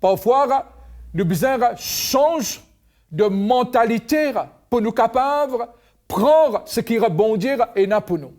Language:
Morisyen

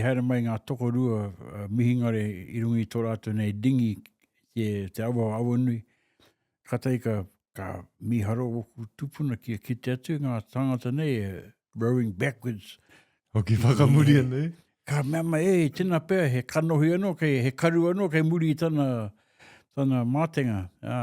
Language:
Māori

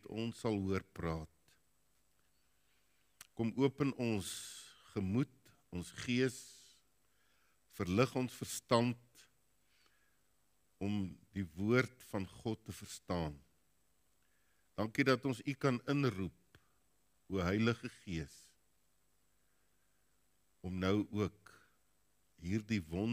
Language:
Afrikaans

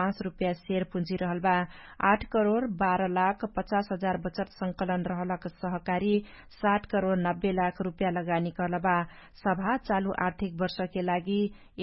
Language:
Dangaura Tharu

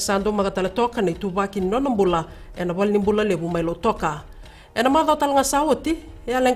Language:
Fijian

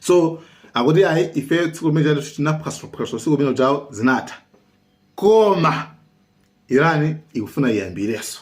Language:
Nyanja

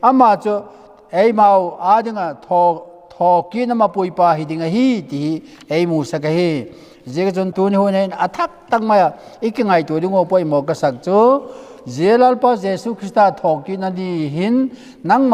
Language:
Vaiphei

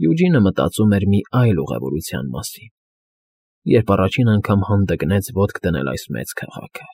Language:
Armenian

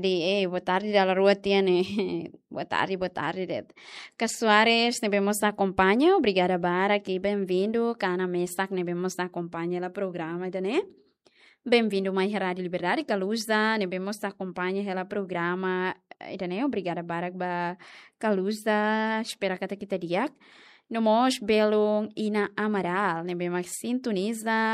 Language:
Tetum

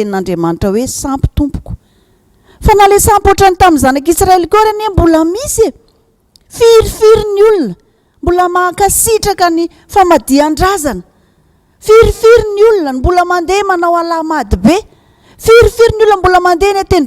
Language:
Malagasy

